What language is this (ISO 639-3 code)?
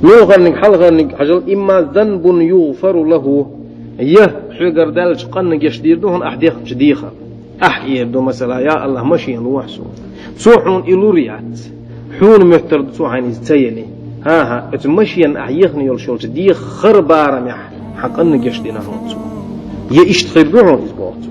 che